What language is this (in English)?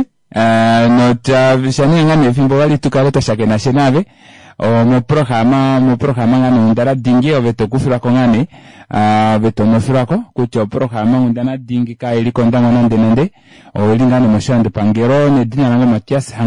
Kuanyama